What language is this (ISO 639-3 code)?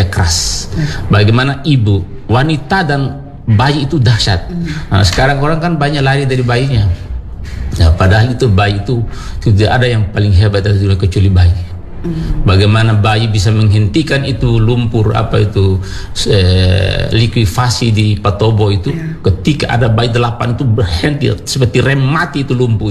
ind